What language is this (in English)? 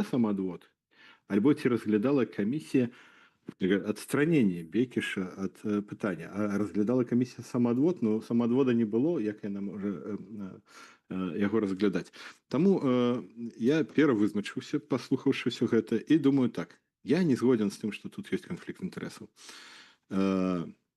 Belarusian